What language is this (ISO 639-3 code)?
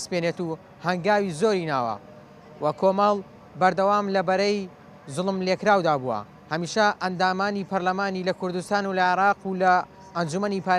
ckb